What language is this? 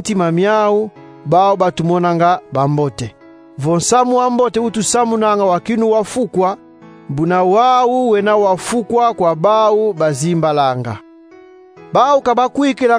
Kongo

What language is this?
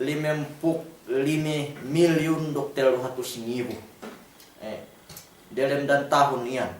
Yakan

